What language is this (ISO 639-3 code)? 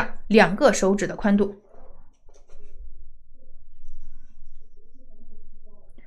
zho